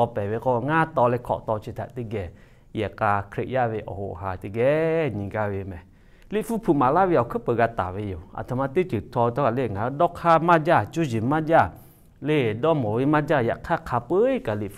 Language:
Lahu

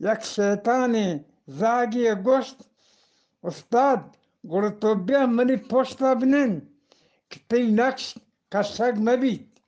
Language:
Eastern Balochi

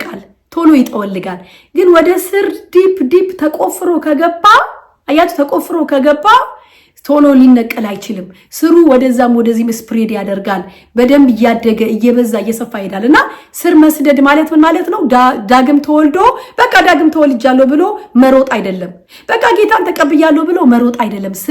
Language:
Amharic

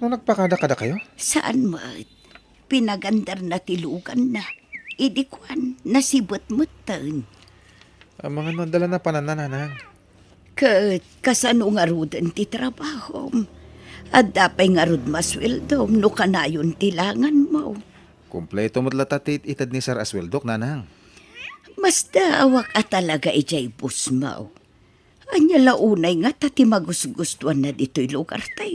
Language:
Iloko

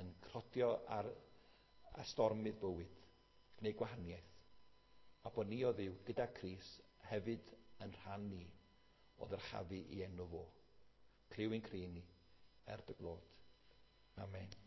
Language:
Welsh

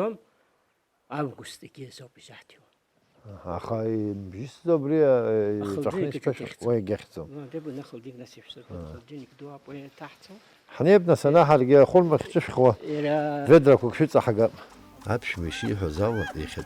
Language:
Abkhazian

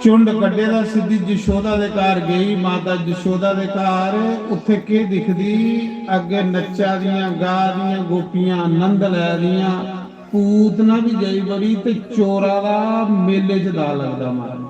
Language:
Dogri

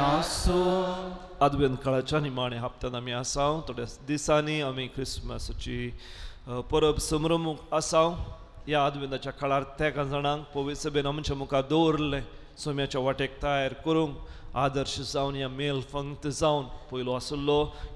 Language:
Konkani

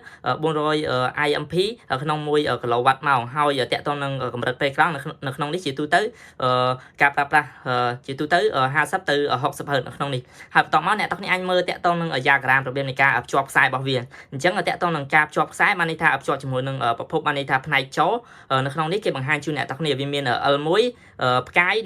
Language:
Khmer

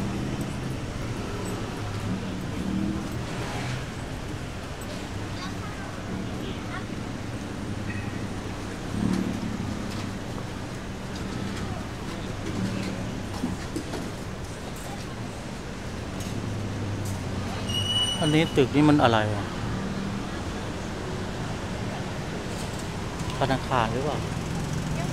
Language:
Thai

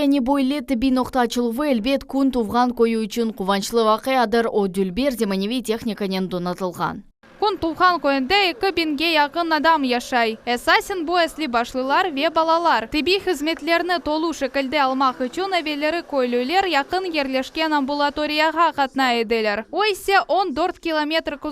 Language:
Crimean Tatar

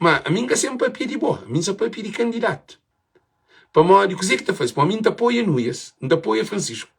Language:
Kabuverdianu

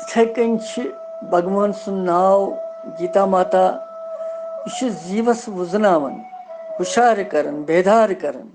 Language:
Kashmiri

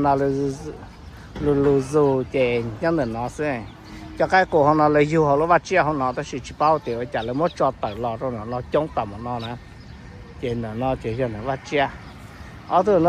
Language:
Hmong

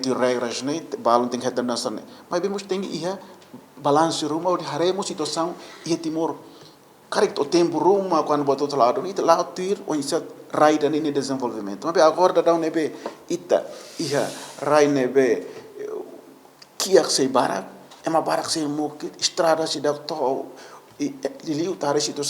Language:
Tetum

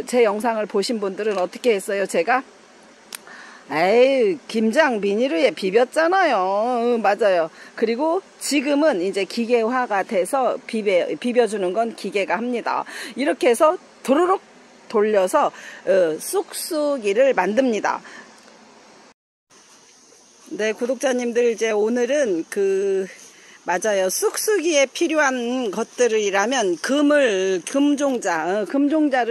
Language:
Korean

